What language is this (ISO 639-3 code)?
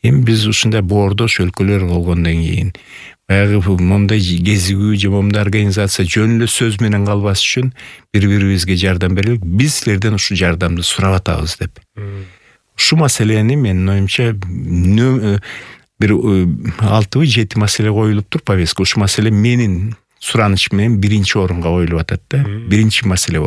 kir